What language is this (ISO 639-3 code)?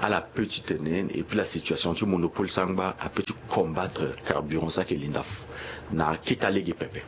sag